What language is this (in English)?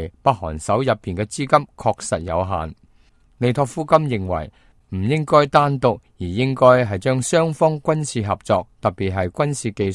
Cantonese